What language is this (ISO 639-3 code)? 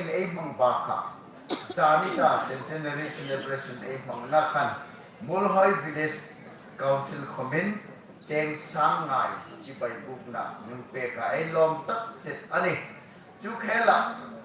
hmr